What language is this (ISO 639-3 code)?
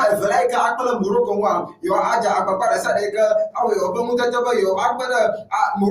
ewe